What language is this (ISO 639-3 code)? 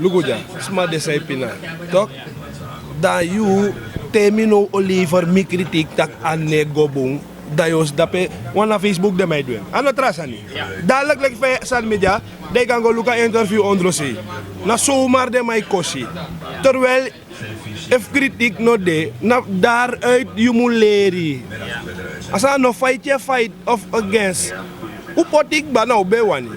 srn